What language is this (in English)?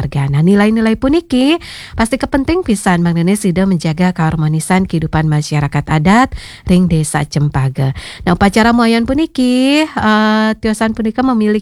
Balinese